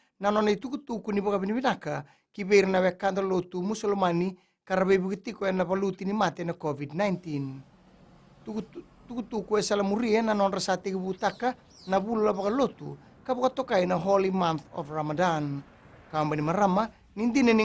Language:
Fijian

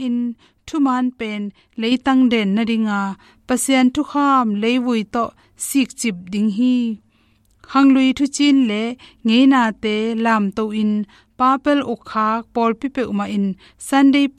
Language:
Tedim Chin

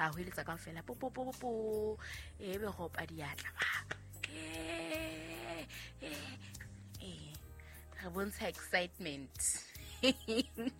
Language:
Southern Sotho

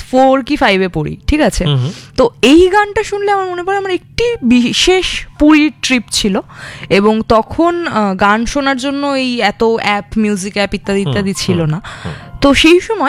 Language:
Bangla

